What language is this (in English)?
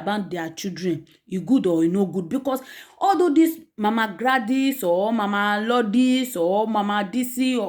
Nigerian Pidgin